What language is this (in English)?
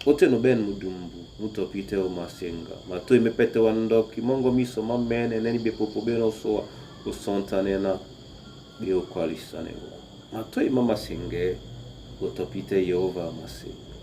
Duala